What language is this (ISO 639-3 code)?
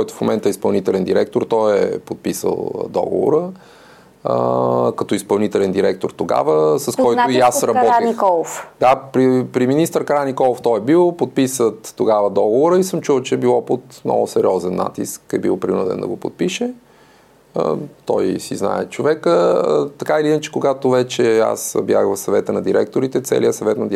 bul